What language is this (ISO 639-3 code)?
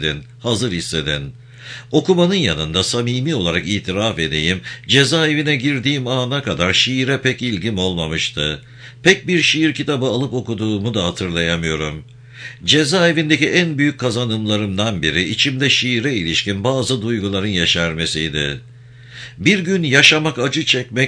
tur